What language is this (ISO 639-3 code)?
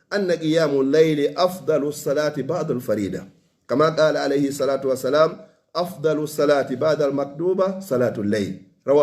fuf